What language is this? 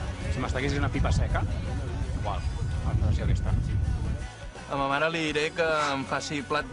Catalan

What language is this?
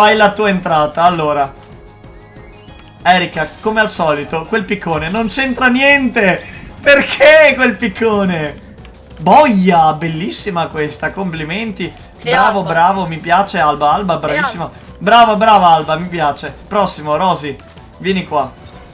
Italian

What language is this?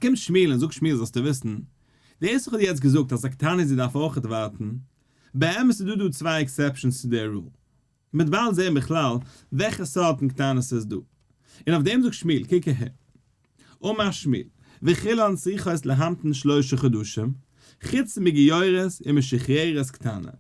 Yiddish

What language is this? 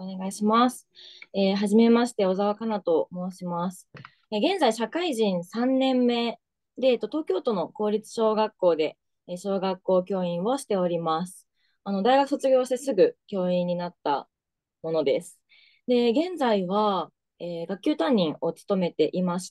Japanese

